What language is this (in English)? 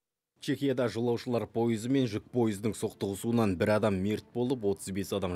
Kazakh